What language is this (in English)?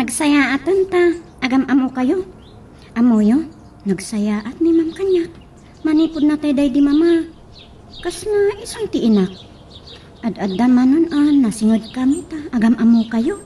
Iloko